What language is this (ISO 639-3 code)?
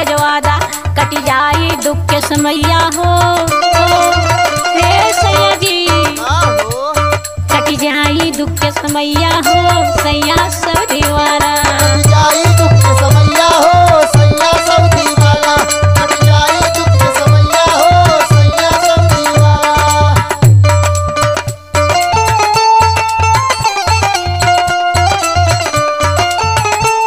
bho